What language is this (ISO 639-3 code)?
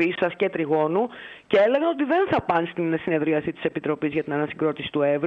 ell